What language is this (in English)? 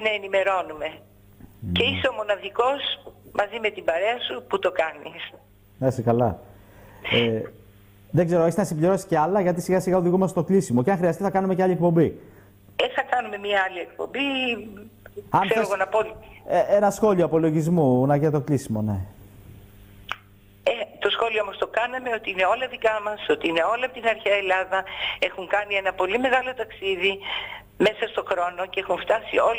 Greek